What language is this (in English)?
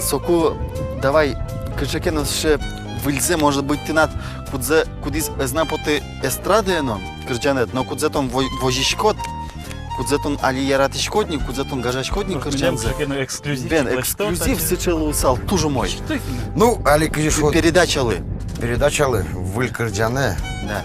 Udmurt